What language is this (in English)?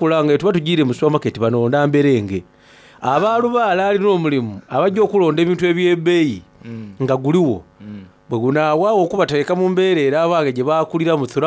Soga